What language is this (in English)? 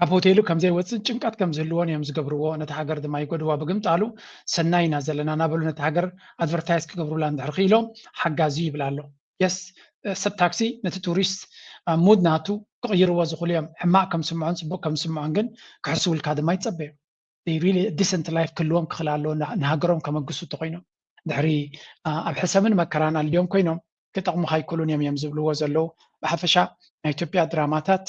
Tigrinya